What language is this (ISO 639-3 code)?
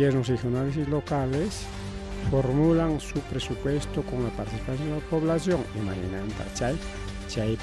quy